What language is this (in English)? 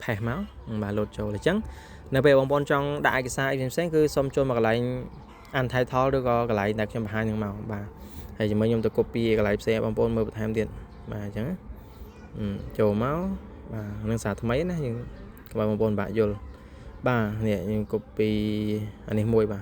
Khmer